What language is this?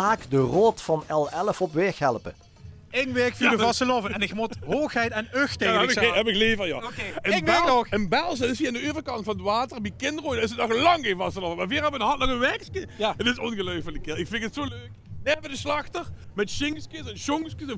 Limburgish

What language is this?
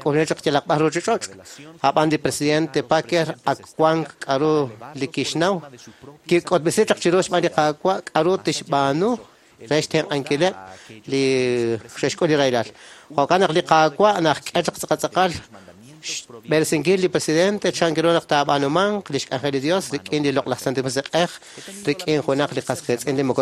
Kekchí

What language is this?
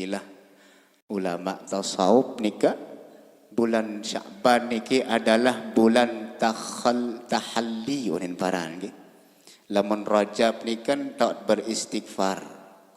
Sasak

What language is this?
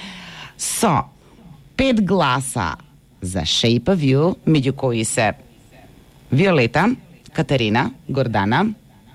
Macedonian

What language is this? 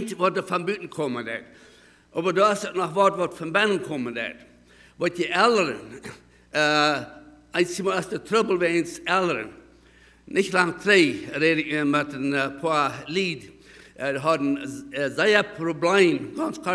Plautdietsch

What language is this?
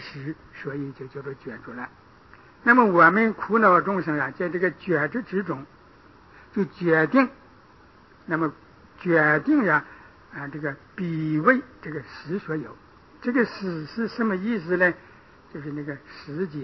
Chinese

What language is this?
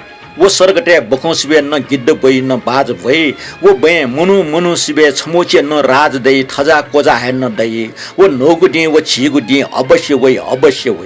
Newari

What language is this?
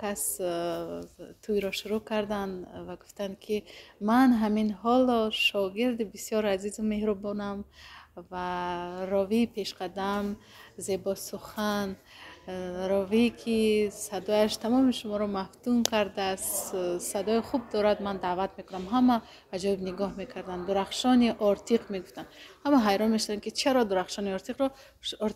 Tajik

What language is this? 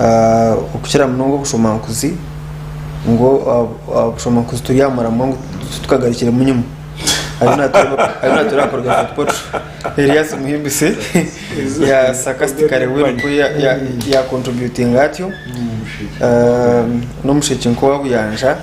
Nyankole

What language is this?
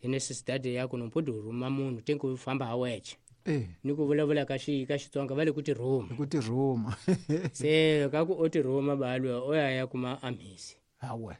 Tsonga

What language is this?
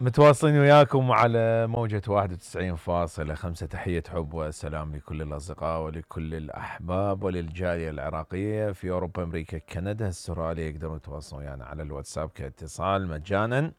Mesopotamian Arabic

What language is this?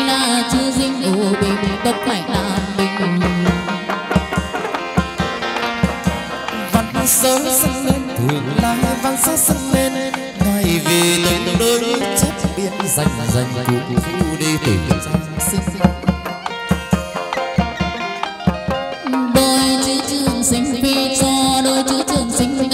Vietnamese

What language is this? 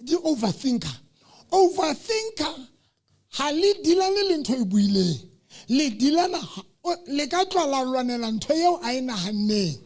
Southern Sotho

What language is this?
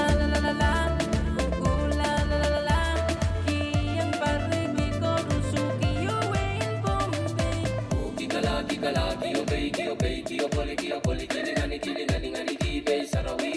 Pohnpeian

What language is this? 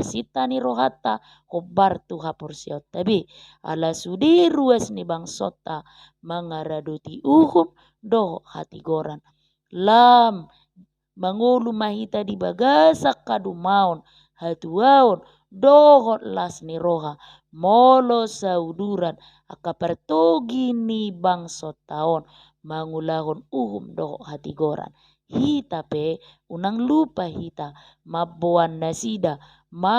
Batak Toba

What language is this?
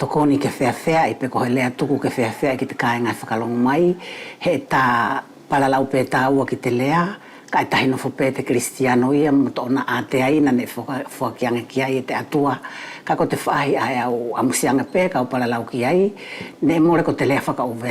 Wallisian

